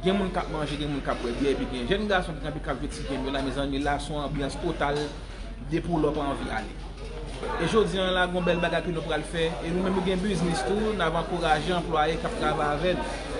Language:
Haitian Creole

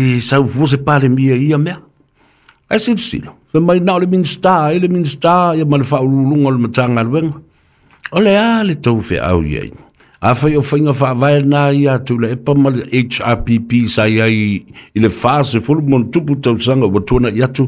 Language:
Samoan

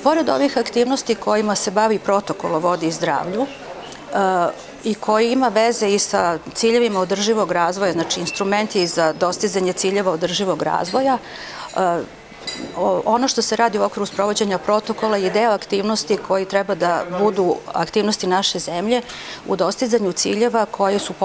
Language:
Serbian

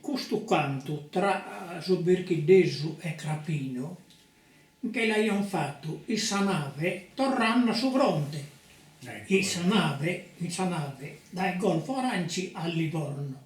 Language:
Sardinian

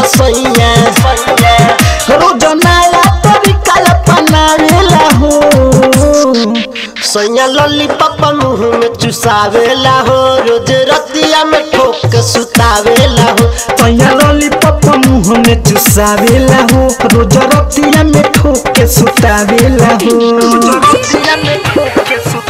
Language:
Bhojpuri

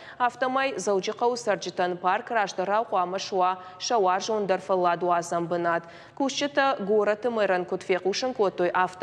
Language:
Ossetic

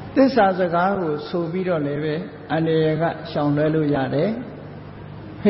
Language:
Burmese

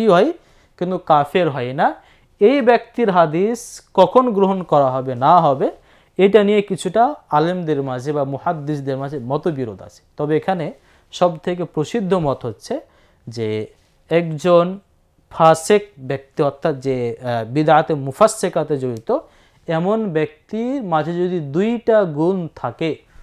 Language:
Bangla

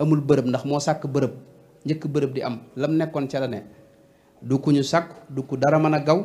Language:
Wolof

